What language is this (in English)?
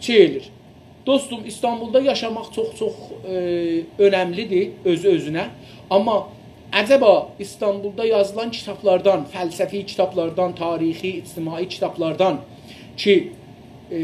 South Azerbaijani